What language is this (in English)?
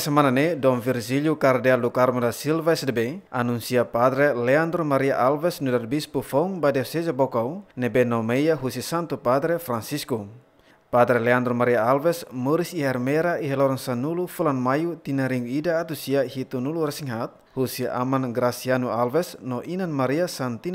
Tetum